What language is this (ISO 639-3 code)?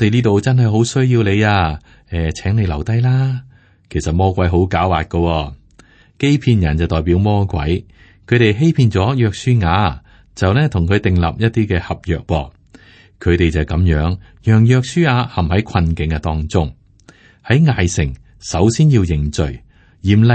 yue